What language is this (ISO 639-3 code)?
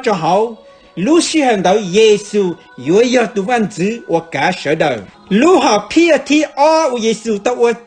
hmn